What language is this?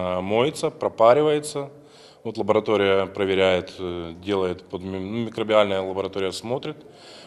Crimean Tatar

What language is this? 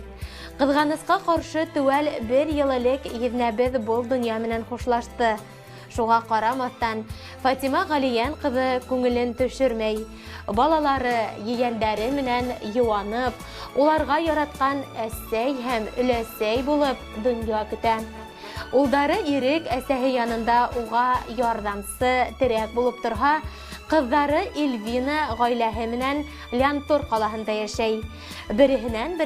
Bashkir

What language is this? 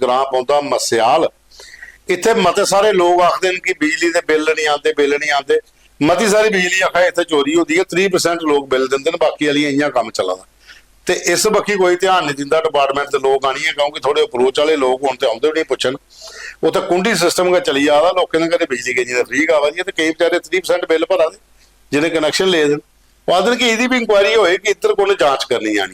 Dogri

